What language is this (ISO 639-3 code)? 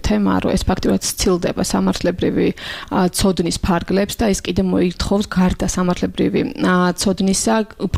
kat